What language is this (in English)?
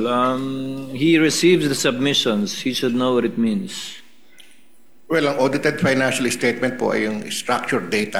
Filipino